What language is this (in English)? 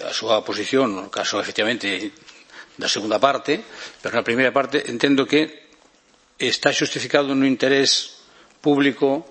Galician